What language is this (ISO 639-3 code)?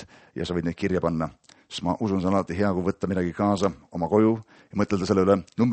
est